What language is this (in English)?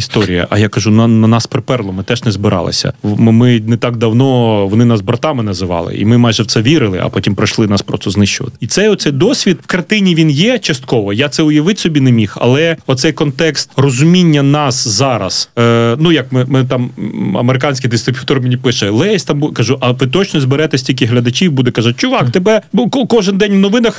Ukrainian